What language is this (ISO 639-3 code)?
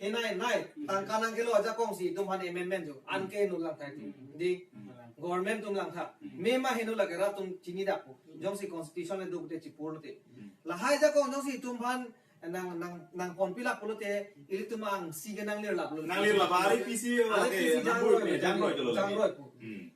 mjw